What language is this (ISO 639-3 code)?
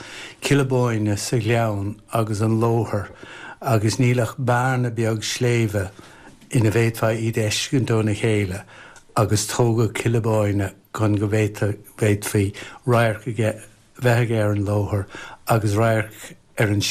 gle